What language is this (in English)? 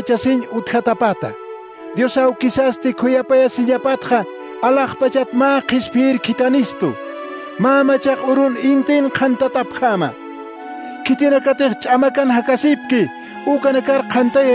Aymara